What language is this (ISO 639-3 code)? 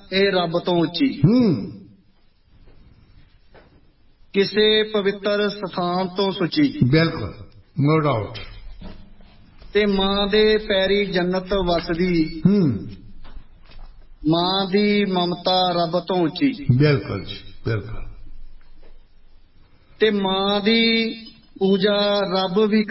pan